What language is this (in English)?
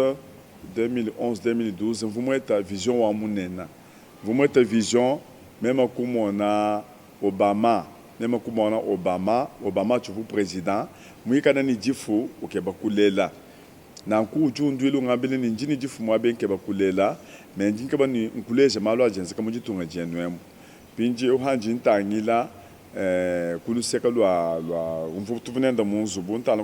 Luba-Lulua